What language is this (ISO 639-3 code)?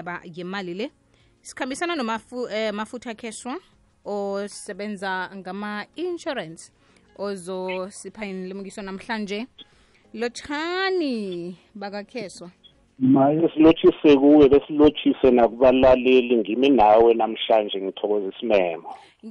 nbl